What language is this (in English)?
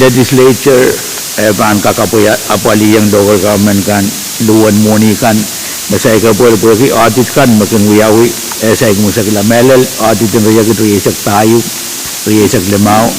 Pohnpeian